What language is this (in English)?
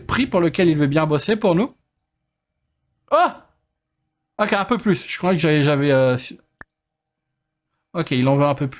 French